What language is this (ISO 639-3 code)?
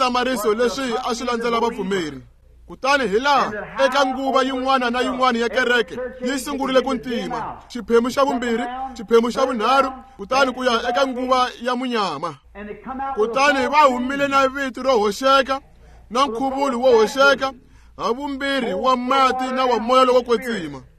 tso